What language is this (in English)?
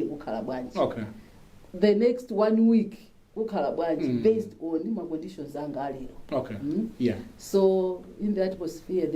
Nyanja